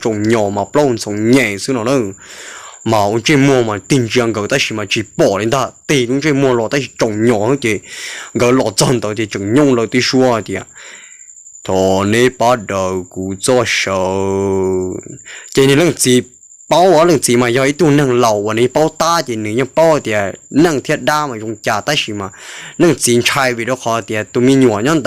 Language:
Hmong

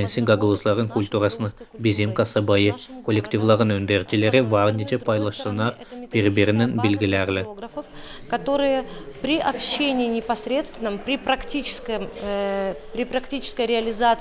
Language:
Gagauz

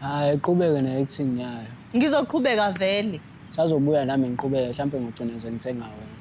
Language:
Zulu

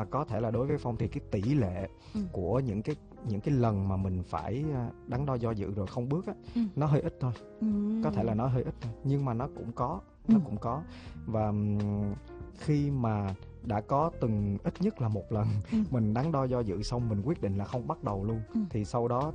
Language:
Vietnamese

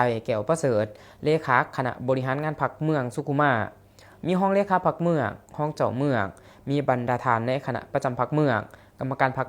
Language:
Lao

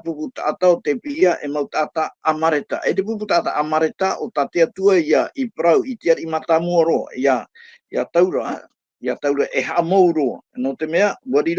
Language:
Tahitian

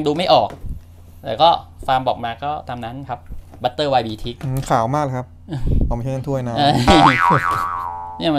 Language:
Thai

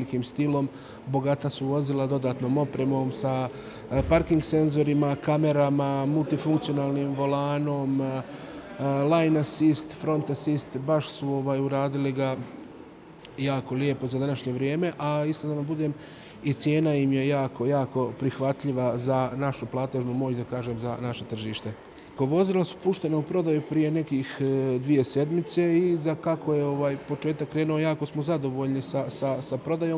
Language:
Bosnian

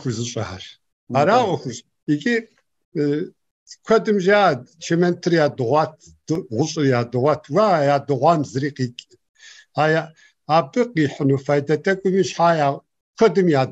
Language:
Kabardian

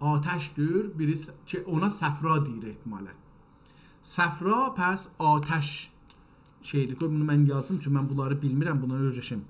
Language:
South Azerbaijani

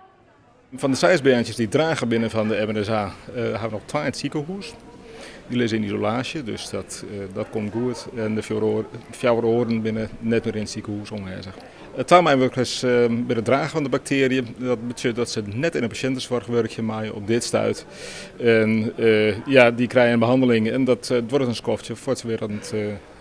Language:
Western Frisian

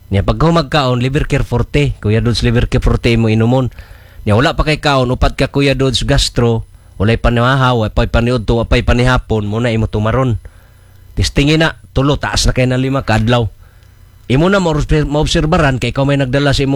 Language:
Cebuano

